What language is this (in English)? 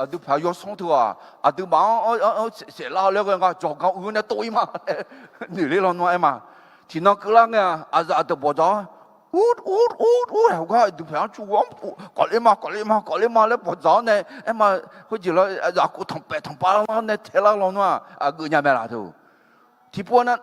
Akha